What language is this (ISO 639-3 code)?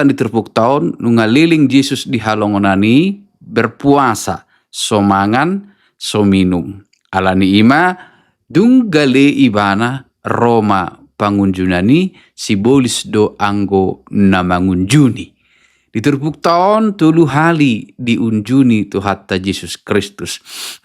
bbc